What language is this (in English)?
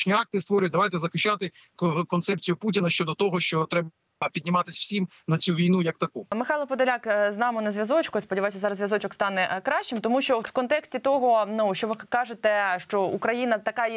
Ukrainian